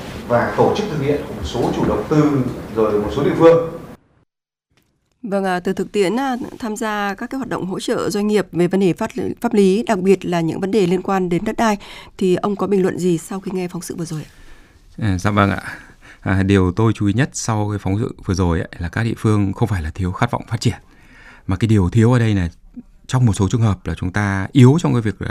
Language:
Vietnamese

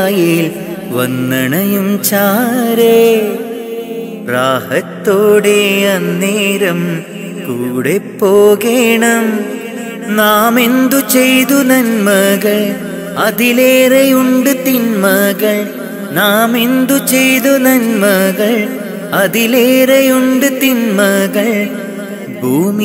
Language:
Malayalam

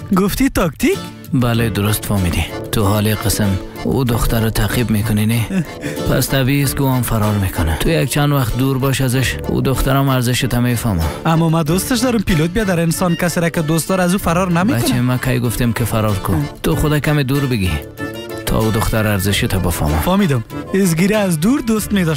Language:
Persian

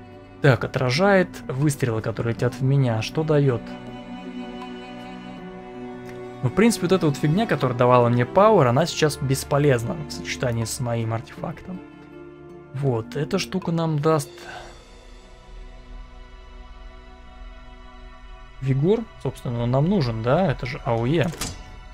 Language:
Russian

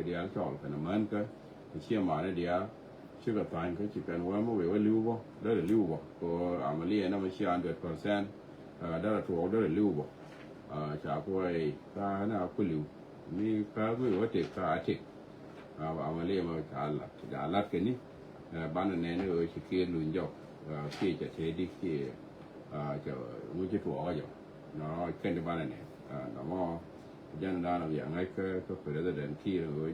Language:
Nuer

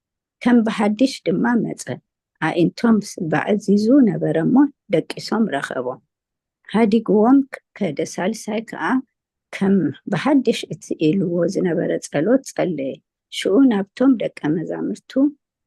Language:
Tigrinya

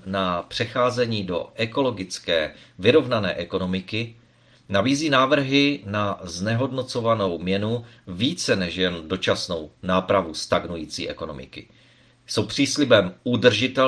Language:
Czech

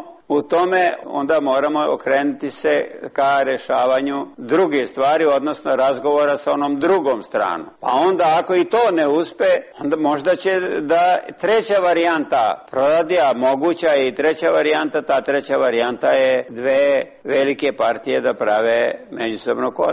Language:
Serbian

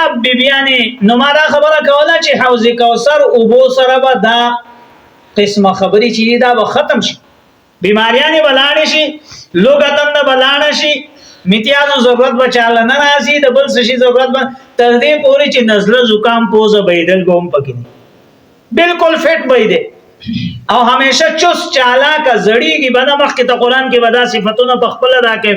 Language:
Pashto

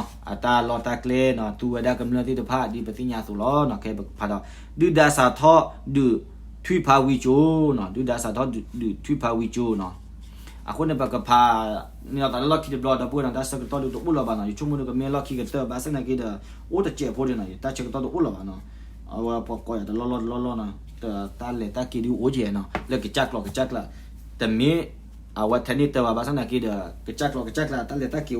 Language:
S'gaw Karen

